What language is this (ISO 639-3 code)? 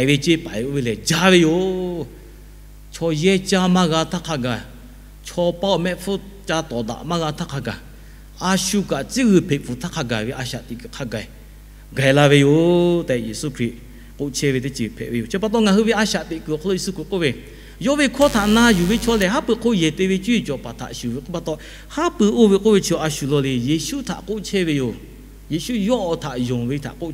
lhu